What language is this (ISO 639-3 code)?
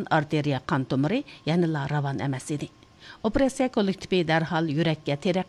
uig